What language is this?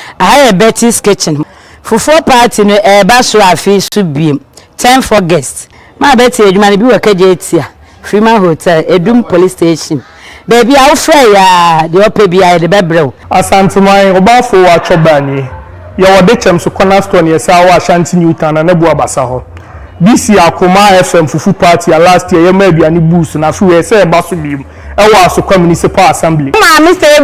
Akan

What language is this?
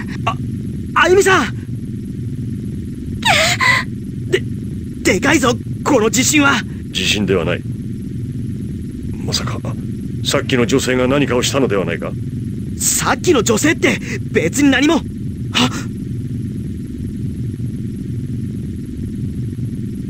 Japanese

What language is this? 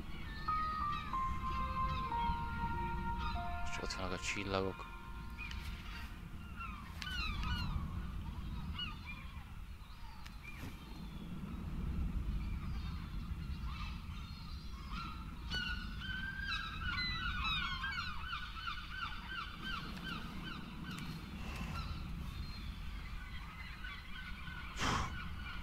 Hungarian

